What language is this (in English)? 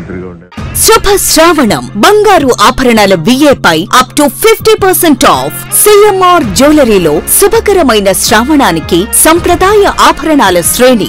Telugu